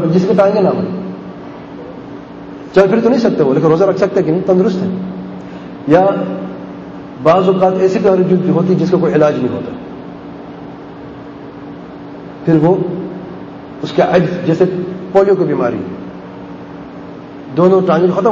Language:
Urdu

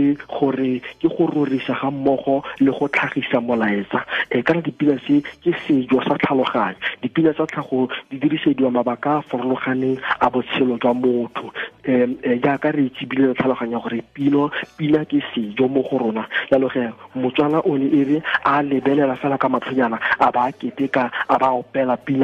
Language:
Tswana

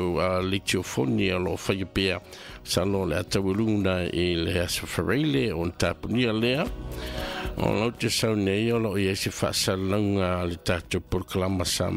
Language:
Samoan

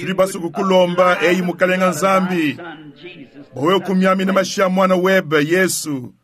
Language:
Luba-Lulua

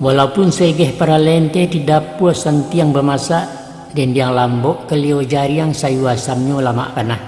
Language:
Minangkabau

